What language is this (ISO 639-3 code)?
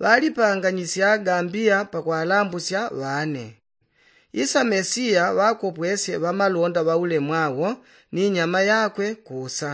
yao